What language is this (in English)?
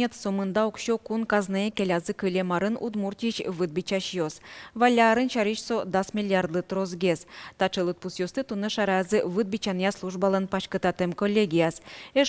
Udmurt